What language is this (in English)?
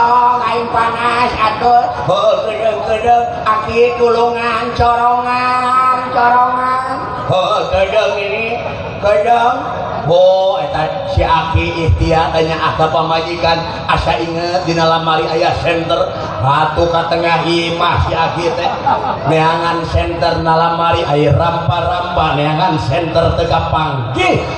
Sundanese